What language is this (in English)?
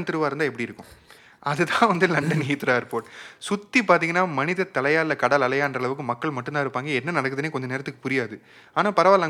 Tamil